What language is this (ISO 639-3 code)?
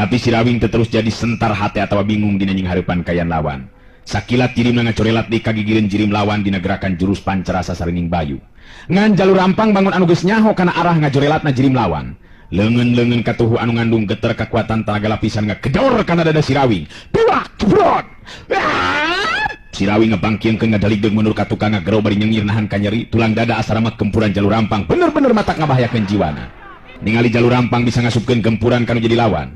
sun